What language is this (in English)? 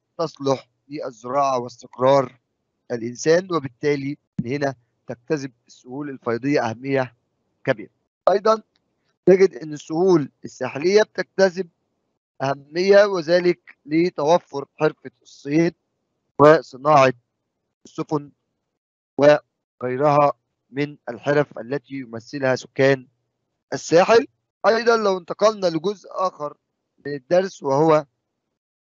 Egyptian Arabic